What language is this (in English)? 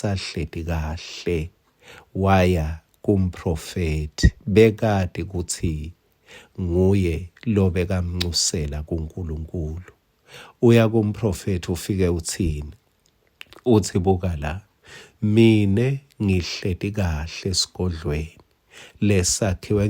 Swati